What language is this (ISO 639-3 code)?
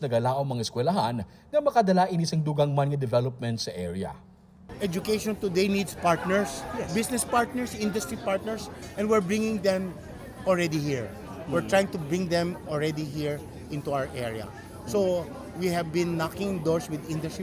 hil